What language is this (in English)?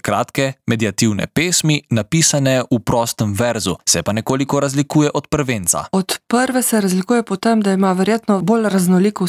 Slovenian